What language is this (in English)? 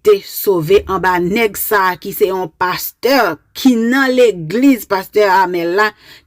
Haitian Creole